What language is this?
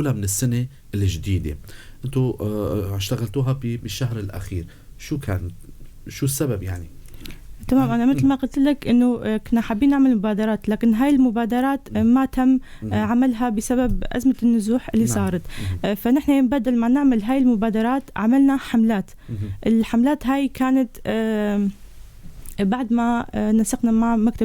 North Levantine Arabic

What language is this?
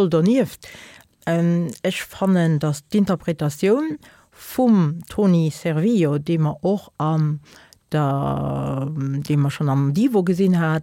Luxembourgish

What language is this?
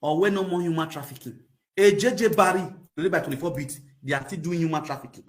Nigerian Pidgin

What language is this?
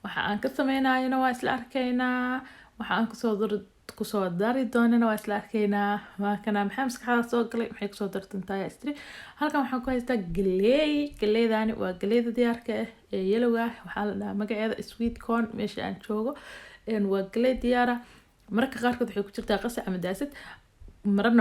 Somali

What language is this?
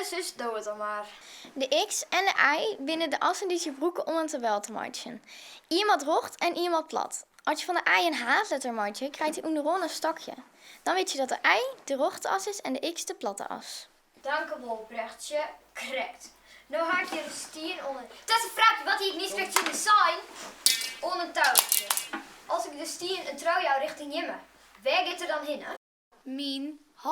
Western Frisian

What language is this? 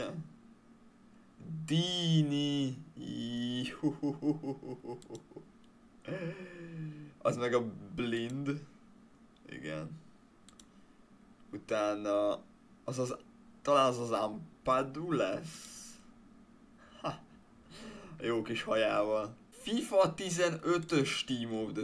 Hungarian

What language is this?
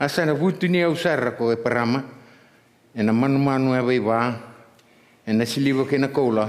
Fijian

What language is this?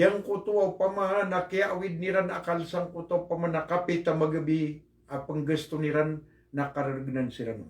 Maranao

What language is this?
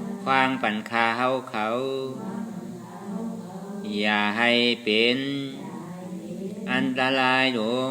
Shan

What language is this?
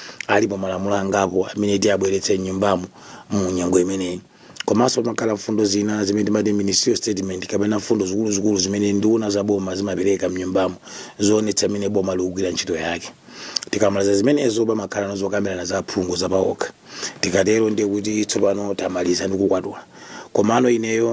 Nyanja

